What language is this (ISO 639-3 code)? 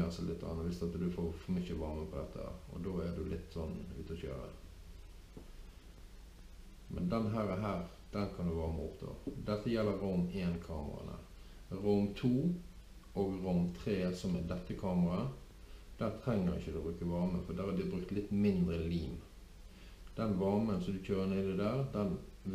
nor